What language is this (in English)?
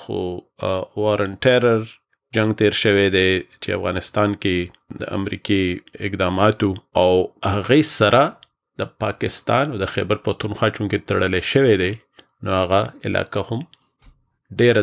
Pashto